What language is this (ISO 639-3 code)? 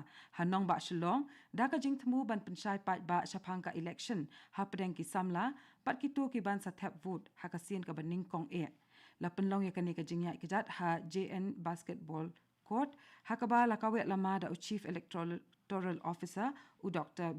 kha